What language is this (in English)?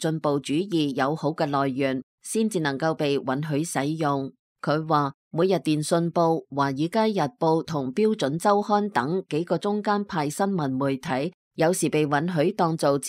Cantonese